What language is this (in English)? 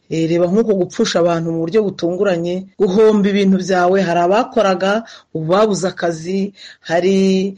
Kinyarwanda